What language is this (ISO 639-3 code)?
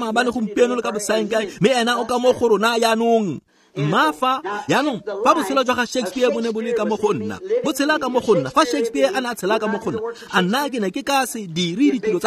tsn